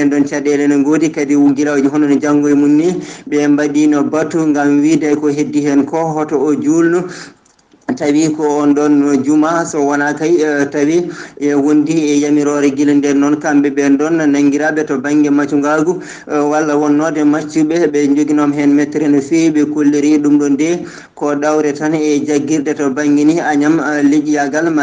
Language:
Fula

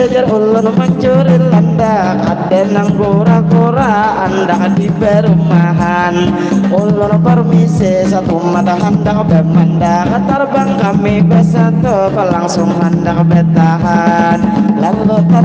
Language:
Banjar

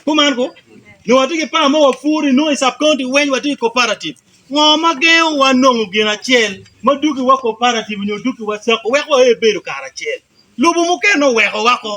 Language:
Acoli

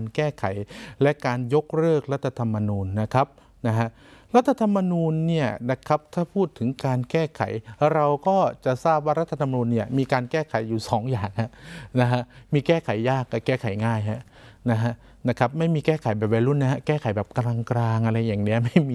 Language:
Thai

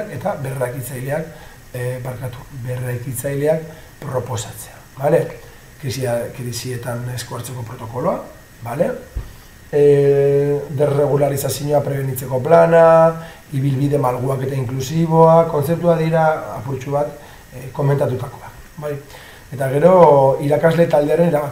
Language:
Basque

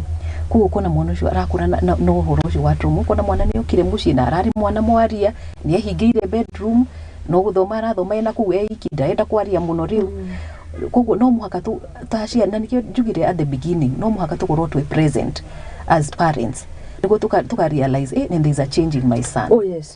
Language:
Kikuyu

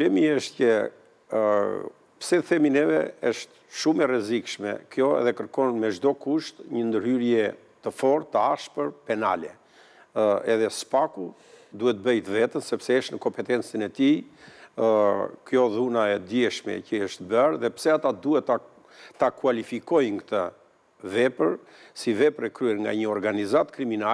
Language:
Albanian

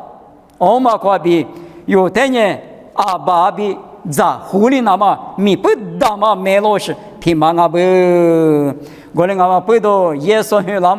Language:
Lisu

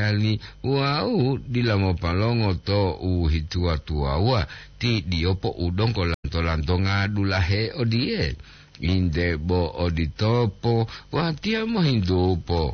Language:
Gorontalo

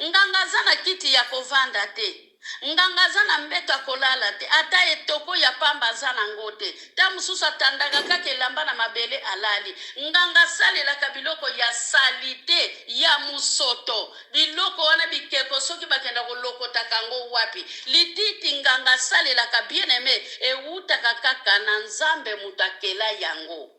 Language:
Lingala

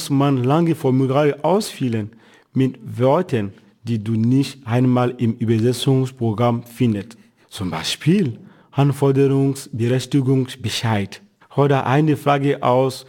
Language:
German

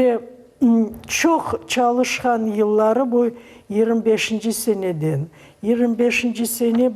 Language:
Crimean Tatar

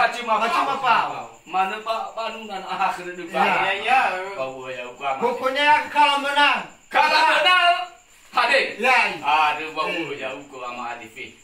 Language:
Nias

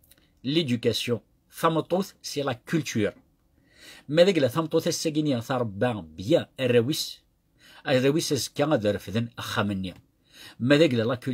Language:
Kabyle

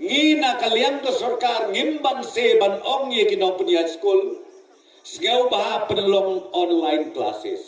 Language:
Khasi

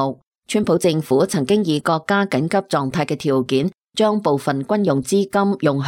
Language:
Cantonese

